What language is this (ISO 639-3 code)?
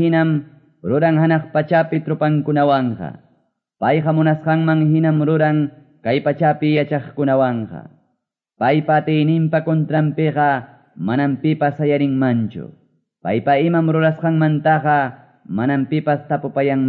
que